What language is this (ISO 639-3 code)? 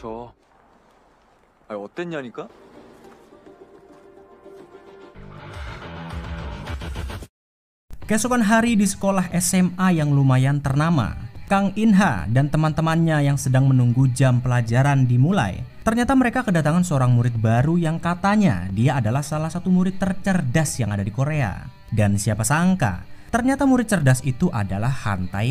ind